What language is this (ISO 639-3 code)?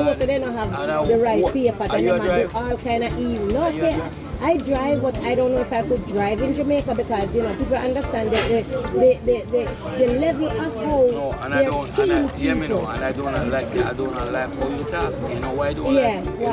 jam